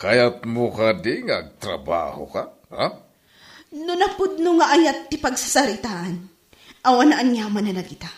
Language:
Iloko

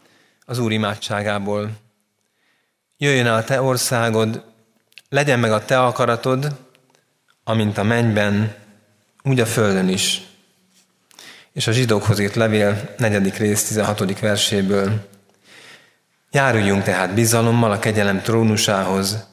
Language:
Hungarian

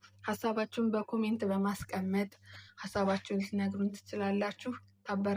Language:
Amharic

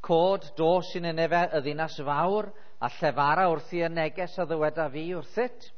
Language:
Welsh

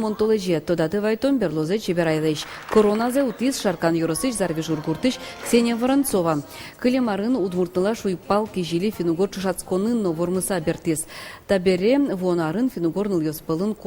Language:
Udmurt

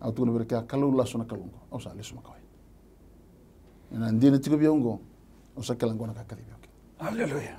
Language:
Fijian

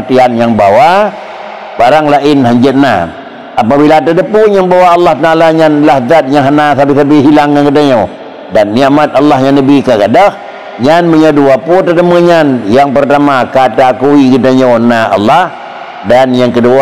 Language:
Achinese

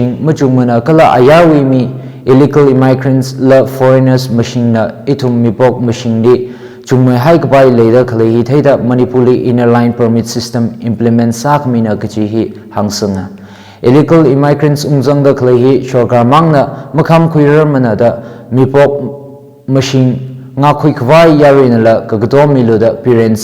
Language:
Tangkhul Naga (India)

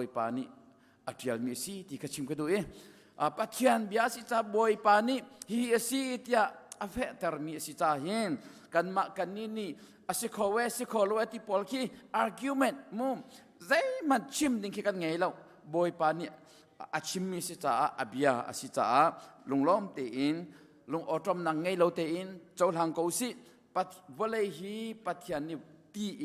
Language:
Hakha Chin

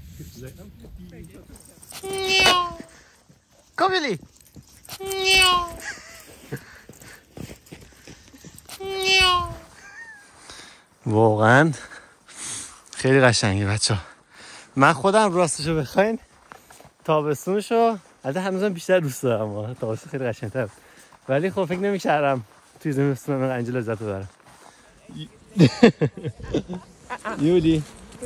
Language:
Persian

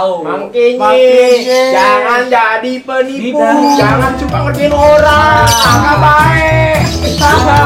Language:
Betawi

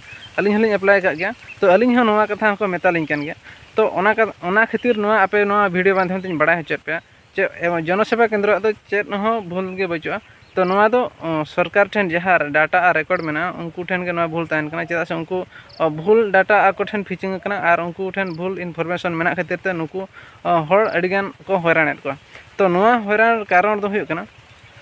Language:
Santali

